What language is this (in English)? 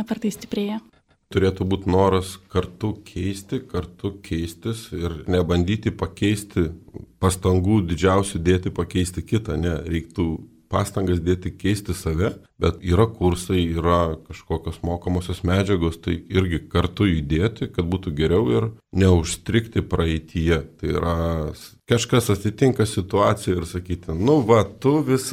Lithuanian